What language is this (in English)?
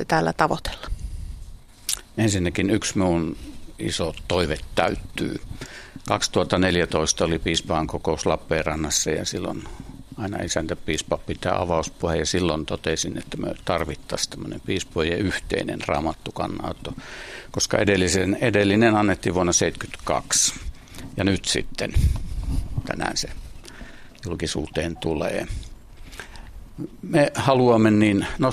Finnish